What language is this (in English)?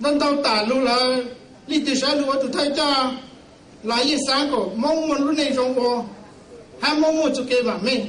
Hmong